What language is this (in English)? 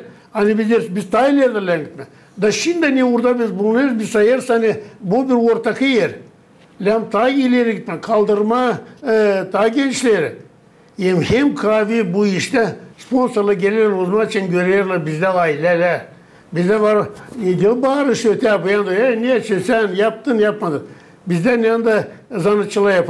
Gagauz